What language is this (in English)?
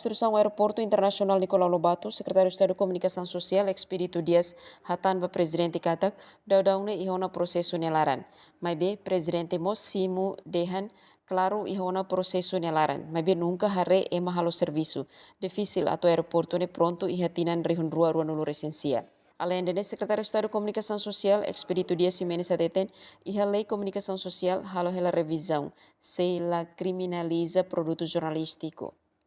Tetum